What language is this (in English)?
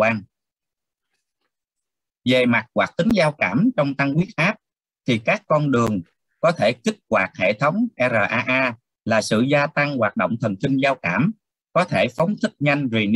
Vietnamese